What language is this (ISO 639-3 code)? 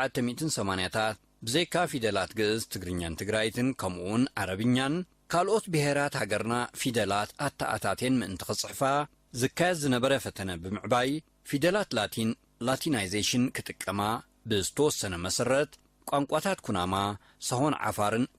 tir